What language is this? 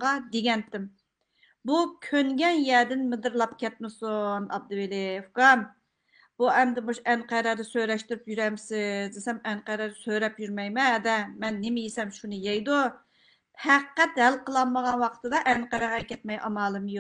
Uyghur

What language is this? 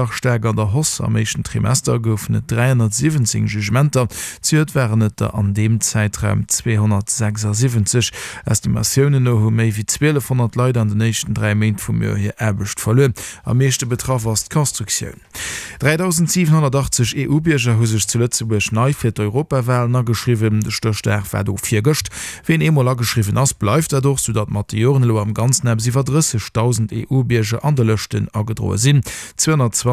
Luxembourgish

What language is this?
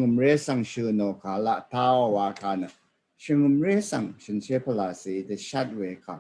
Rawang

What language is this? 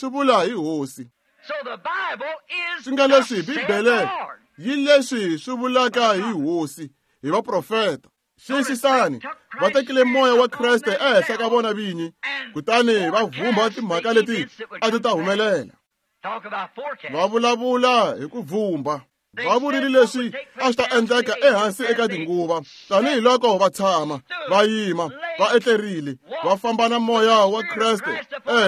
Tsonga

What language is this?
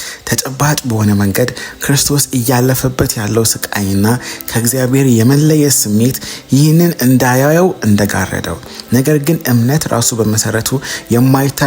Amharic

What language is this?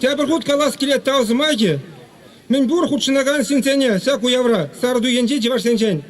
Chuvash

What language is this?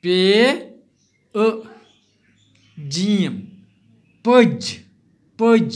Kashmiri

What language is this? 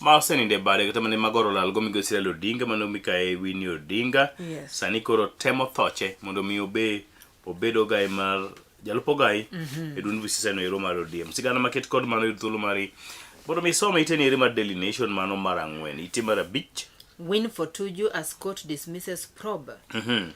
Luo (Kenya and Tanzania)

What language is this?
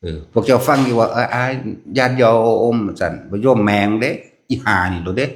Northeastern Thai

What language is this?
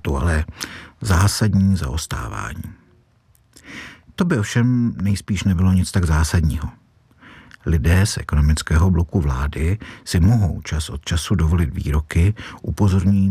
Czech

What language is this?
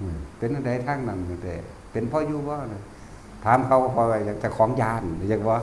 Northeastern Thai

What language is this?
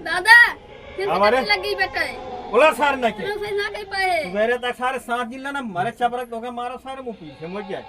Awadhi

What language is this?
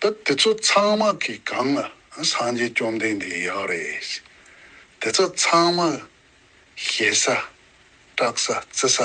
Tibetan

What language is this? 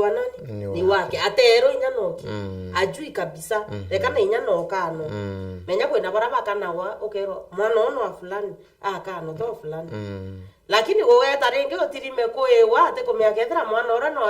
Meru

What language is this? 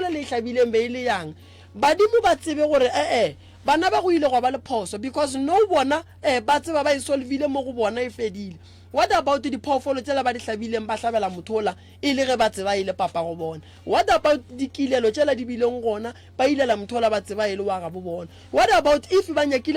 Northern Sotho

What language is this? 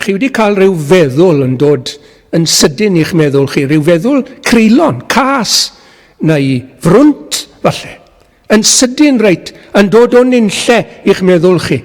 Welsh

